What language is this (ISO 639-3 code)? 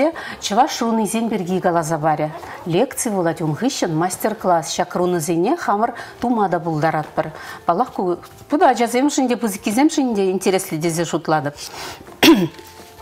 chv